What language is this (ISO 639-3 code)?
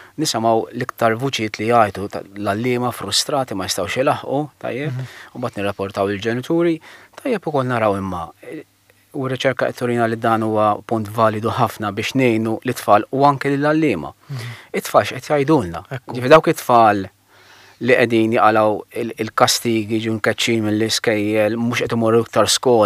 mlt